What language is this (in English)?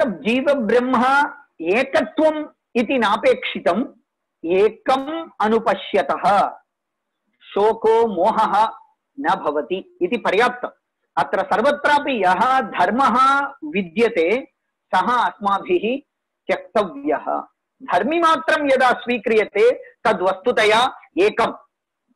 Sanskrit